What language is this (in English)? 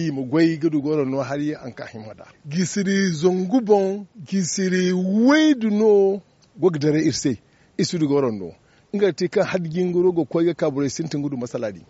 Zarma